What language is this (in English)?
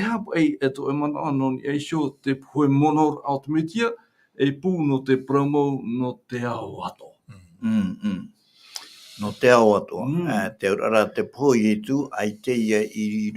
Tahitian